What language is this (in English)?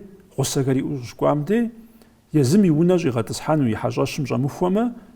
Kabardian